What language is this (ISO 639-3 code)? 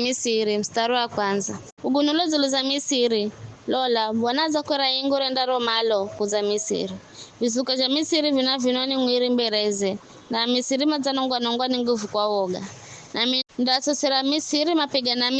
nyf